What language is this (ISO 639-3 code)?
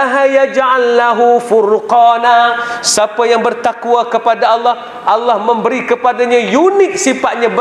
msa